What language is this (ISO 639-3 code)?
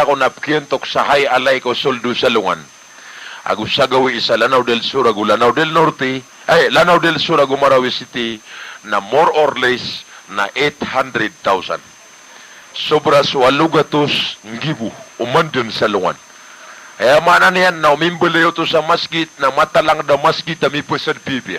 mrw